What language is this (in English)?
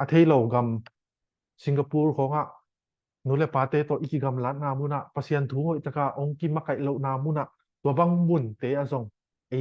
Tedim Chin